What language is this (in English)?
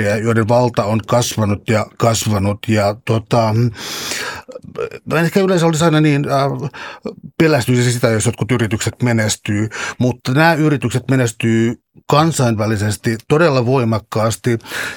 Finnish